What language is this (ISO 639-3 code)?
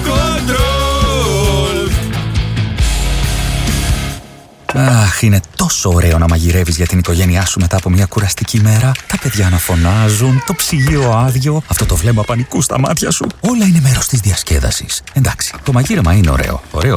ell